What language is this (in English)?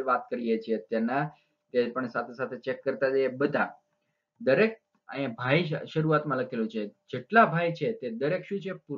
Gujarati